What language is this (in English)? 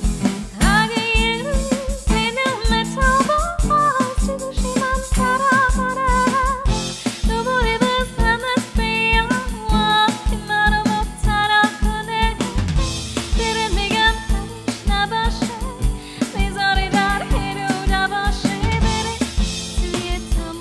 Persian